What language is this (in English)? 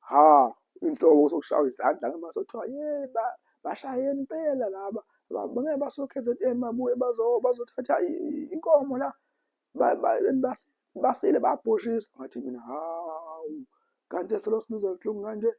Zulu